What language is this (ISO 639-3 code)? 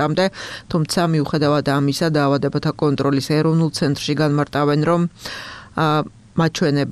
kat